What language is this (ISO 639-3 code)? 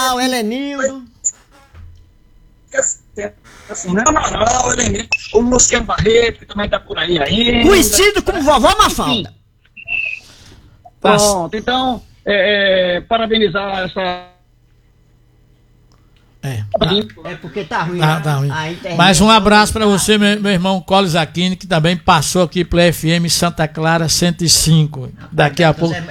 por